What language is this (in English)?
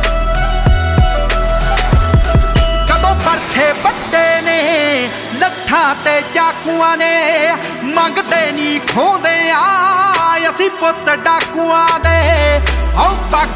Punjabi